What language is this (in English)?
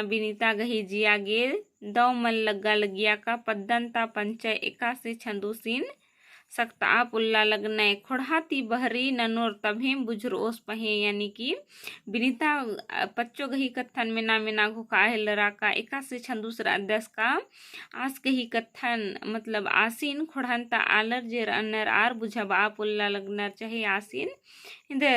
Kurukh